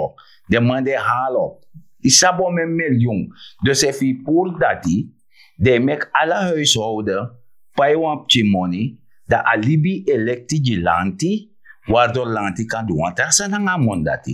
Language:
Sranan Tongo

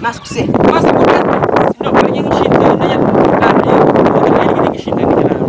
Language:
Kabuverdianu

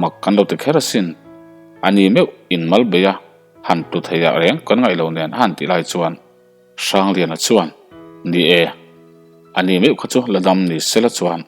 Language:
Mizo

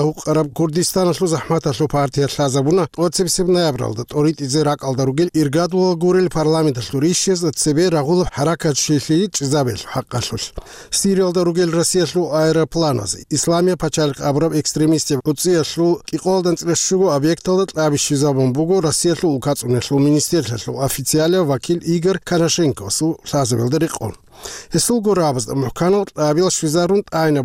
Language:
Avaric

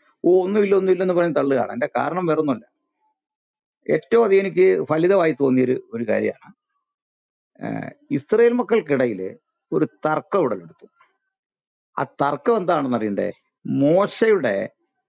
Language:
Malayalam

